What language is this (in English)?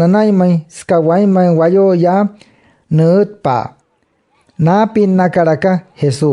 Wayuu